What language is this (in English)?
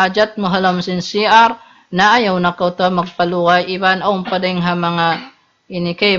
Tausug